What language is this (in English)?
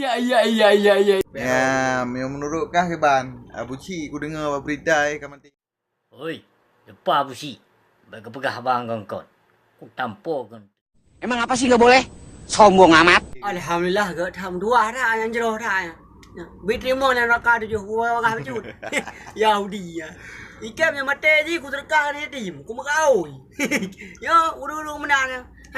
Achinese